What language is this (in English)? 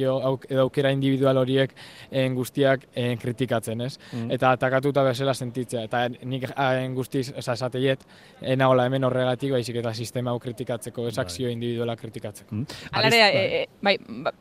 Basque